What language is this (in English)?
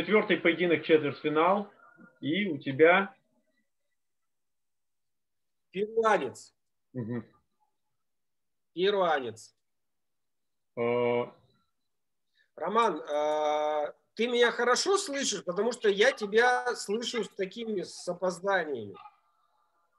Russian